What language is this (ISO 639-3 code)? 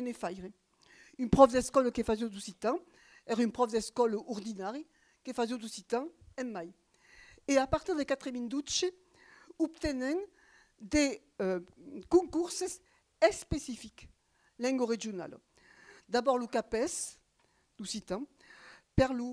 oci